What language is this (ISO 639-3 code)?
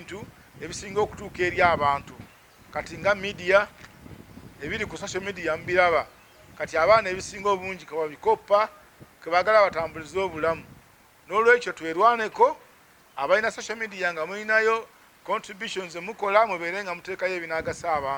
lug